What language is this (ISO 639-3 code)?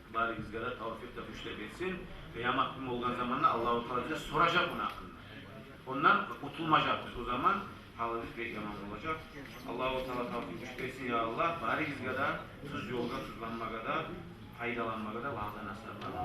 kum